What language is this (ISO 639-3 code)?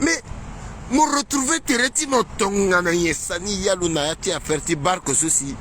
sag